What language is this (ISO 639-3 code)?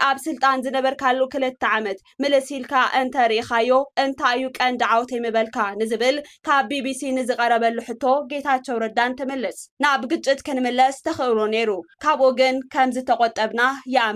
tir